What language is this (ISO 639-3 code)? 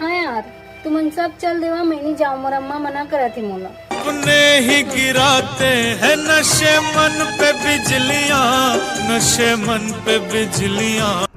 hne